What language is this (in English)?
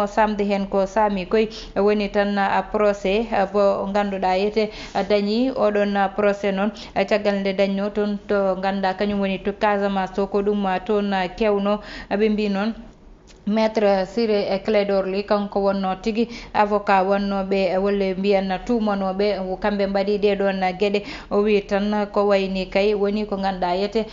Fula